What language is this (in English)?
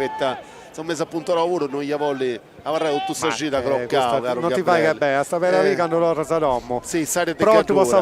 Sardinian